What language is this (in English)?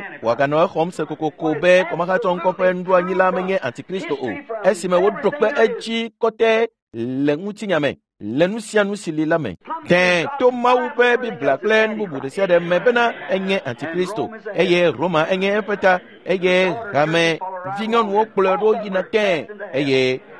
Ewe